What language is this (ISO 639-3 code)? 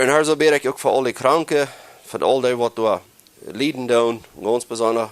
pdt